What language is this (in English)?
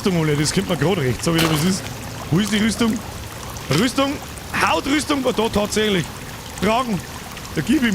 Bavarian